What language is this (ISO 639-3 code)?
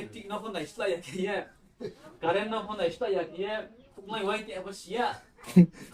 ria